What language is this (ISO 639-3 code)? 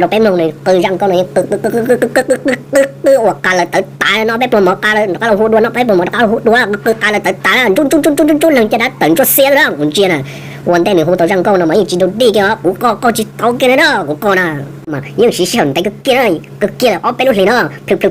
hmn